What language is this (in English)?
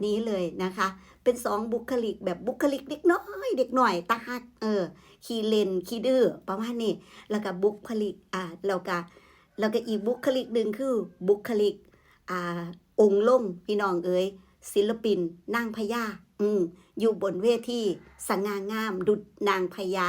Northeastern Thai